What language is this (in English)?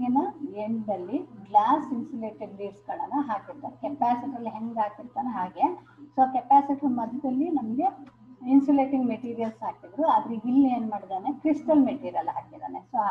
Kannada